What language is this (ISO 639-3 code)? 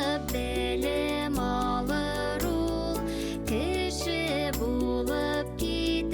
bak